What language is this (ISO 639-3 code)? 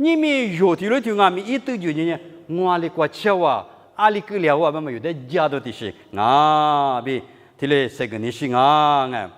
lis